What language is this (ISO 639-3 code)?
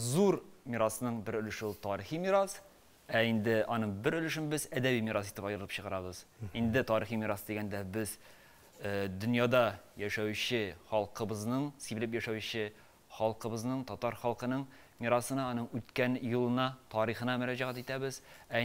tat